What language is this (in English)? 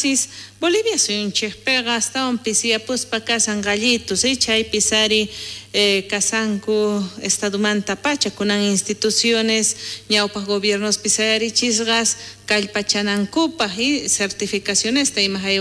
South Bolivian Quechua